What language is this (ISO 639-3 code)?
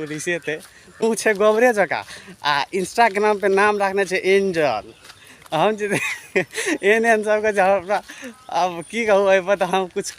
mai